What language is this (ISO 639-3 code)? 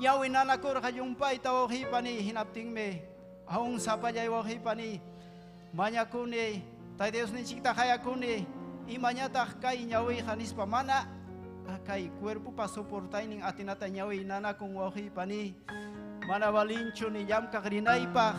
quy